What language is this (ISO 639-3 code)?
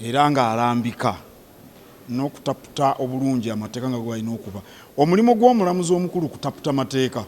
lug